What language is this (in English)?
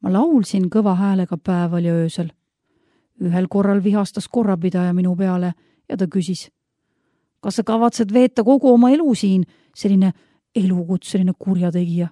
Estonian